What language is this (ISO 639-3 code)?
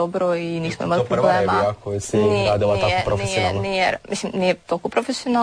hrv